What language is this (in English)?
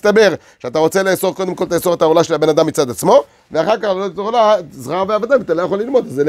Hebrew